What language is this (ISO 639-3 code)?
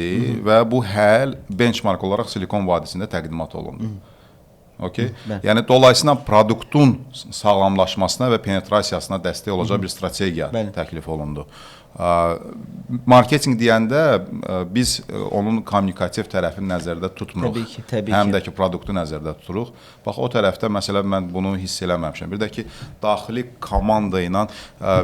aze